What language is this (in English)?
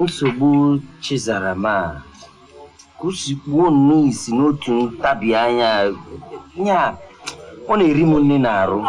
Igbo